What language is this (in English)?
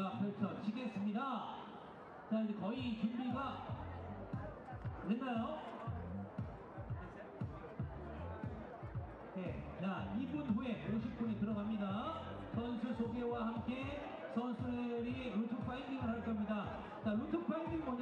Korean